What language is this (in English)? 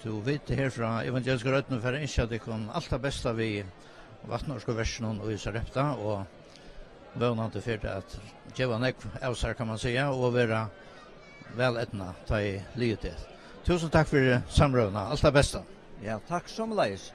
Faroese